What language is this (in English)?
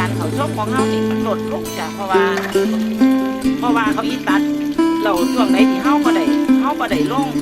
Northeastern Thai